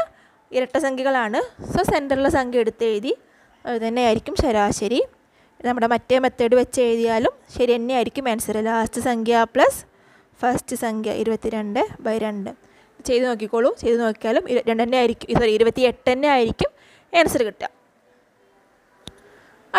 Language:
Malayalam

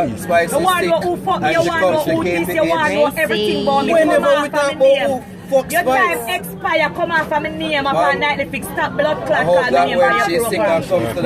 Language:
Jamaican Creole English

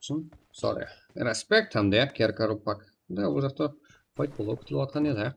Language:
Kara-Kalpak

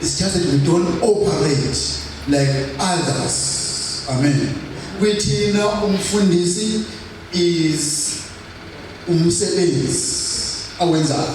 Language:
Zulu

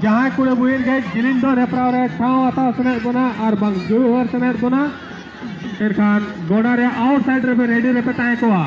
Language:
Santali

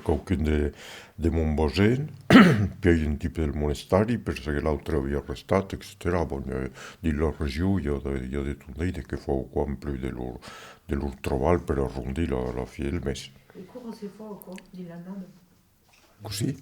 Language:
Occitan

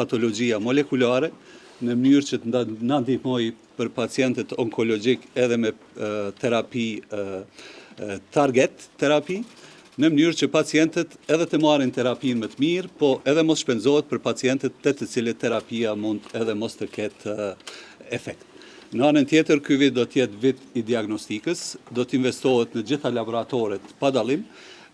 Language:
Albanian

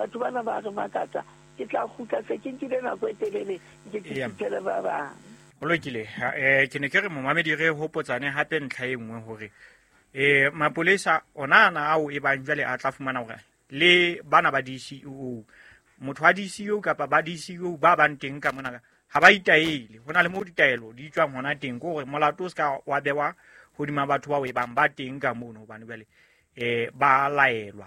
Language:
Southern Sotho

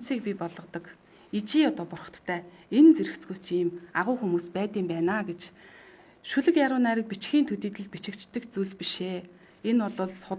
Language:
Mongolian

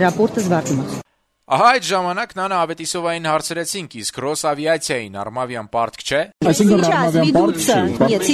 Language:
Armenian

